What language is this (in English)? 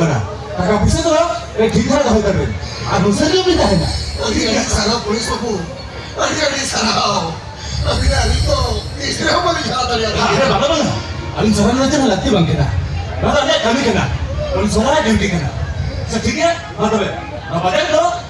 Santali